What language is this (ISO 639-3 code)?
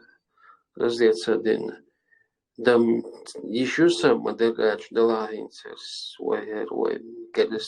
che